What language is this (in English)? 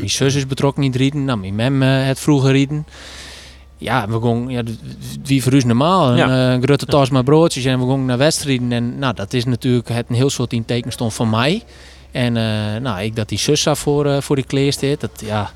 Western Frisian